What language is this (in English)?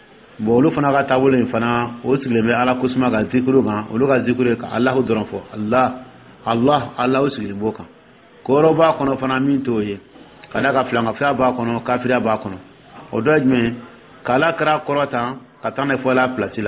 Dyula